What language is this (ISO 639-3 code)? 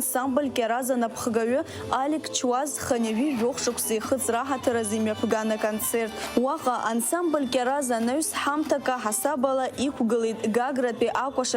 abk